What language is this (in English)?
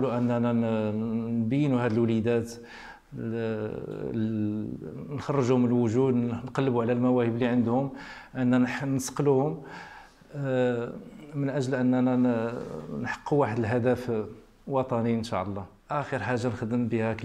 Moroccan Arabic